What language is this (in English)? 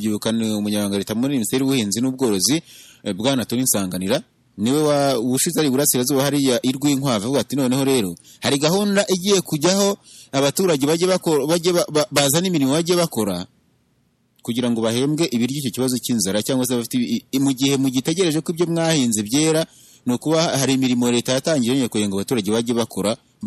Kinyarwanda